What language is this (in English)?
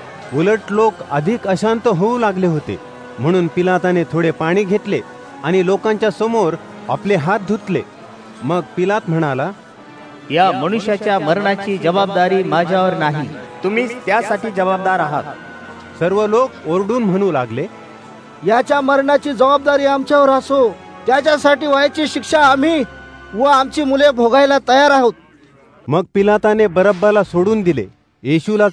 Marathi